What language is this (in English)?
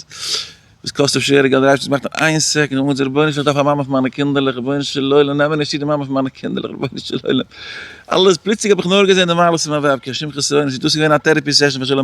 Yiddish